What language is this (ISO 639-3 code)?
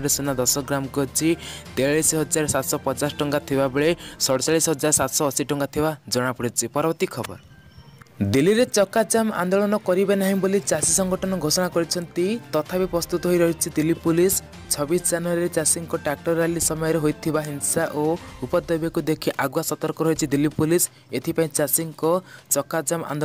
ori